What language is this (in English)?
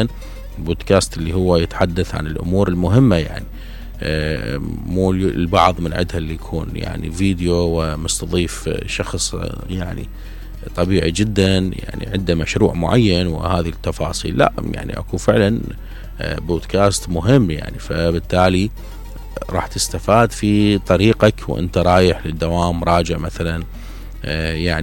Mesopotamian Arabic